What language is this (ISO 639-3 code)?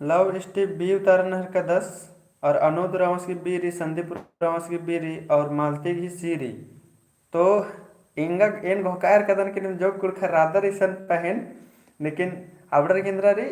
kru